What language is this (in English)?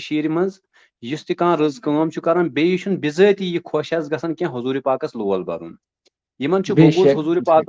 Kashmiri